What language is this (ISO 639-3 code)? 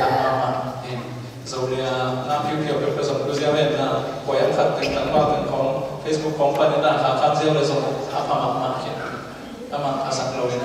ctd